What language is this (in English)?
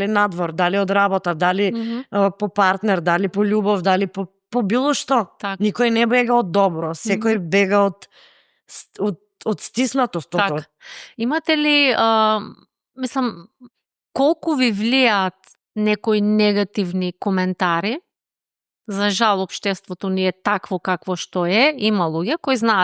Macedonian